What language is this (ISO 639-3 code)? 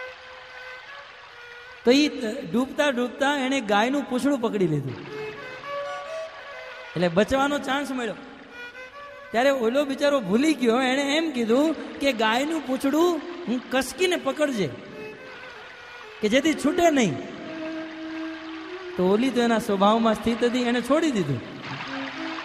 guj